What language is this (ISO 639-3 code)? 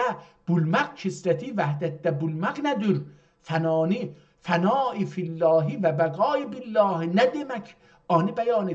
azb